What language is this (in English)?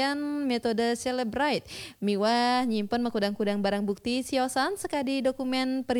Balinese